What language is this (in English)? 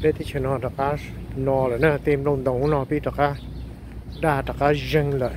Hmong